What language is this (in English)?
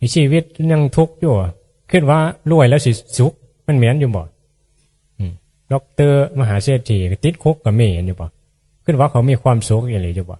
Northeastern Thai